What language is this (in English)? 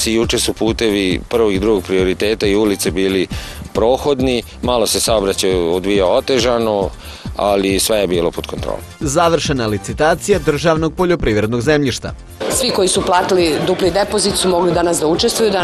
Serbian